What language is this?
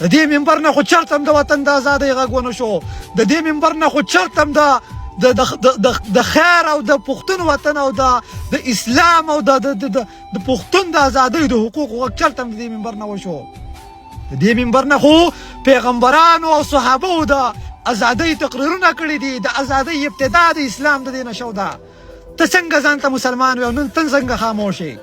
Pashto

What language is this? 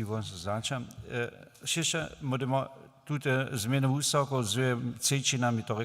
Upper Sorbian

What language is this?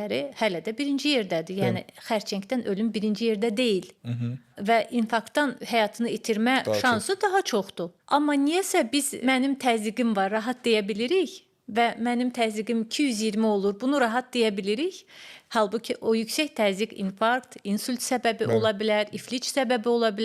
Azerbaijani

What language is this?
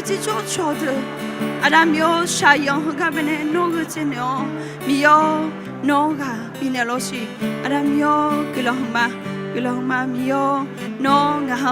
Akha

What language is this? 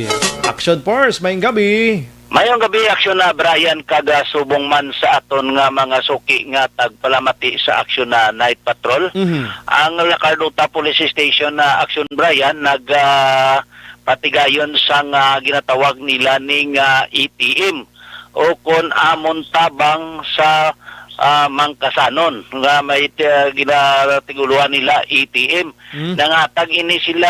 Hiligaynon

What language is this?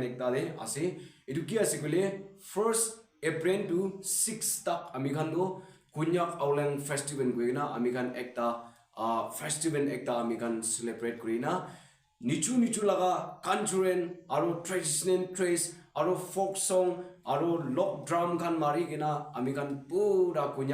Naga Pidgin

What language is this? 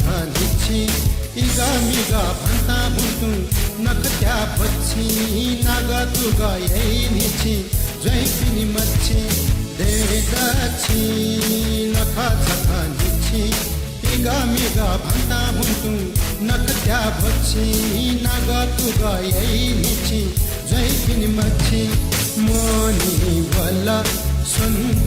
Newari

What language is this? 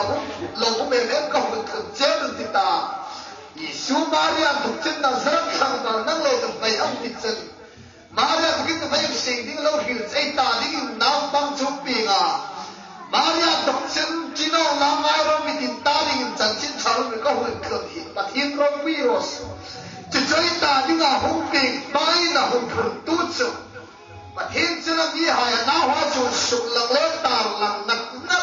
Hmar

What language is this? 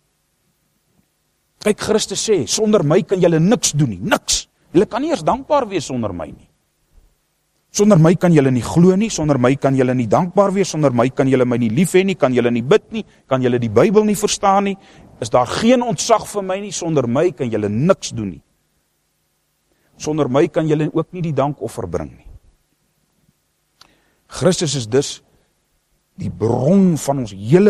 Afrikaans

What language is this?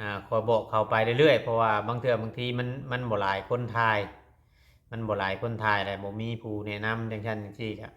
Lao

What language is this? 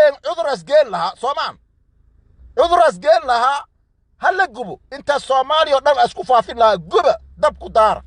Somali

